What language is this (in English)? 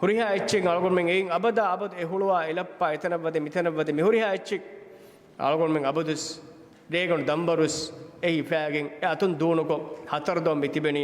Divehi